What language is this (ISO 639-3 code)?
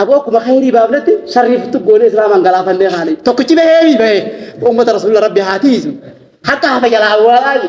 orm